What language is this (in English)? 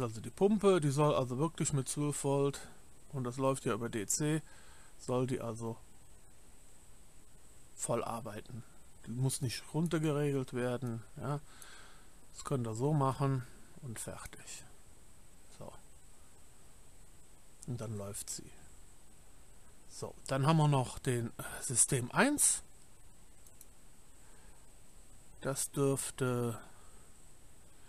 German